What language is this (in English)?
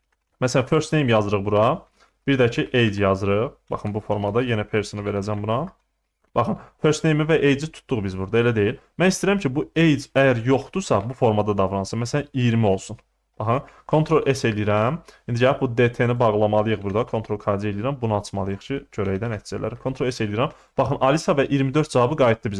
Azerbaijani